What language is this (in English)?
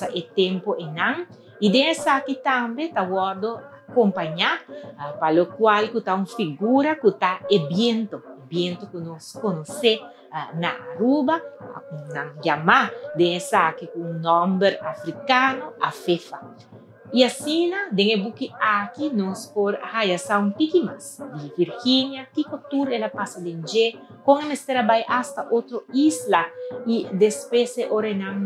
Papiamento